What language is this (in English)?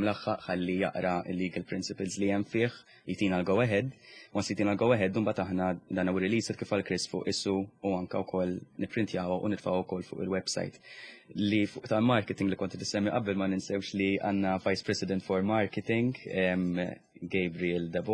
Maltese